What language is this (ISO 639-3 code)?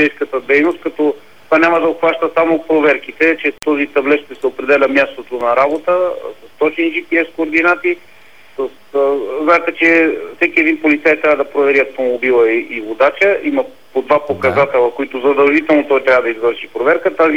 bul